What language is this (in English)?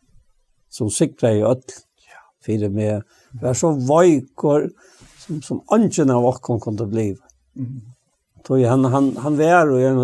Faroese